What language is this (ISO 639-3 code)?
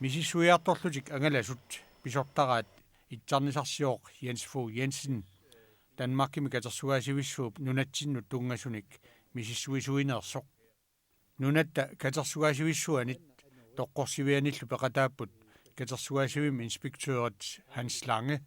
kal